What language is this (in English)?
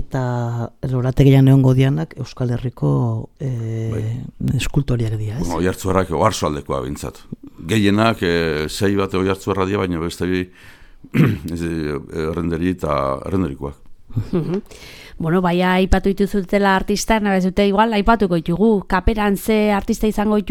Basque